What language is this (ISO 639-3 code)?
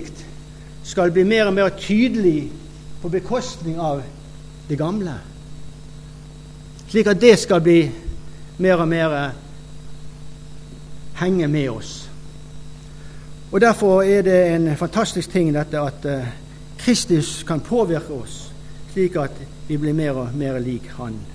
nor